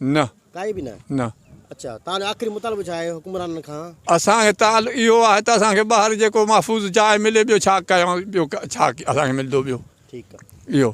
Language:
Sindhi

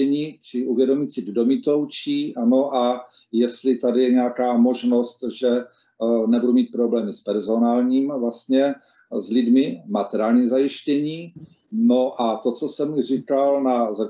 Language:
Czech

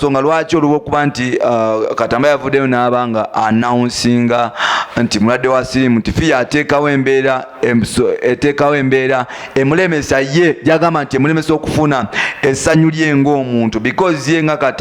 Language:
Ganda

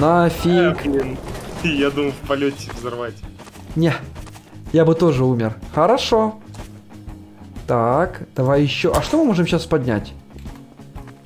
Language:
Russian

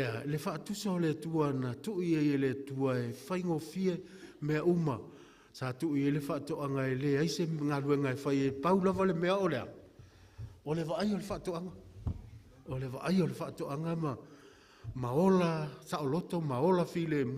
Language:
Samoan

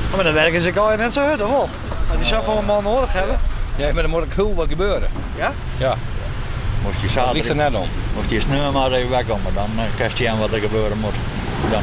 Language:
Western Frisian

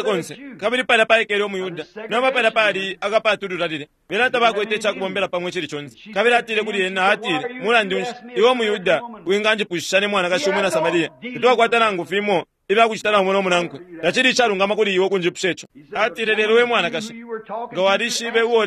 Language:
Bemba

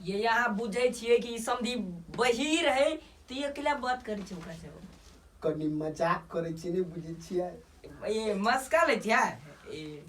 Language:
Maithili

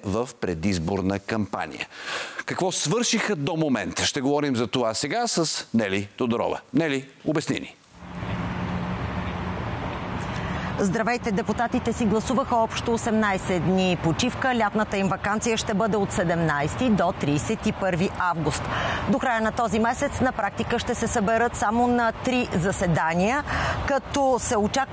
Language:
Bulgarian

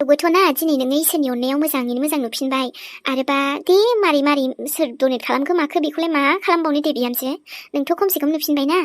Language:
Bodo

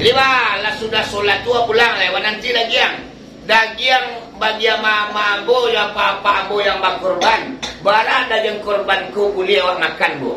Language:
Minangkabau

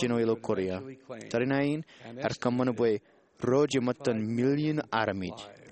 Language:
Marshallese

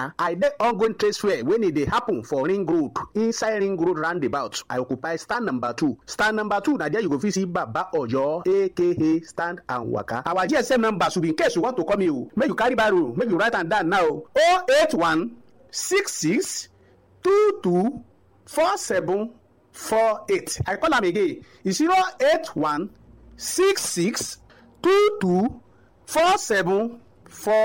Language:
Nigerian Pidgin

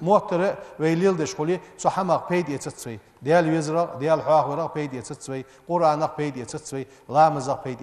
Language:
Ingush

